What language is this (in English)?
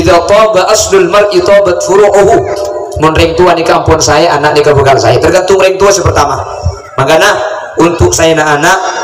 Madurese